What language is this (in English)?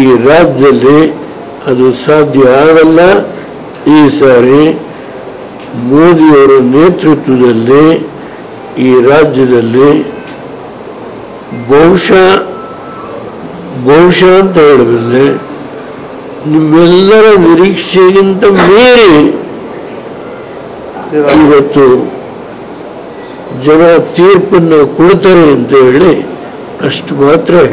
Kannada